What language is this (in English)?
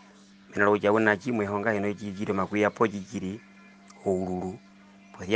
Herero